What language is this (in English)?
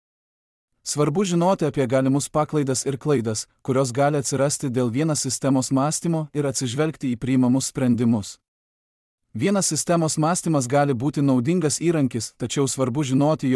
Lithuanian